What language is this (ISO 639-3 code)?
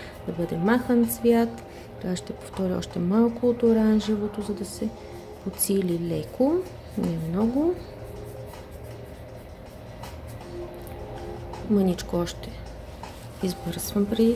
bul